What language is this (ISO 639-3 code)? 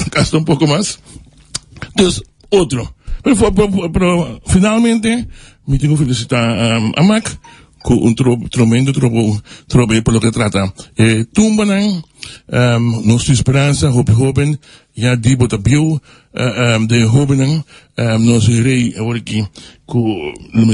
pap